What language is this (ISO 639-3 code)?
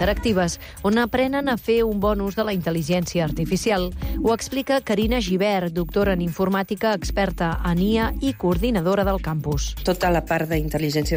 cat